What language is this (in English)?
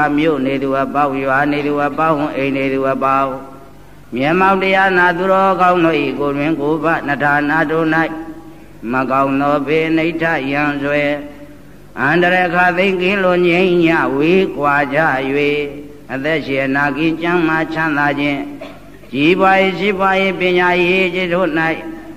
Burmese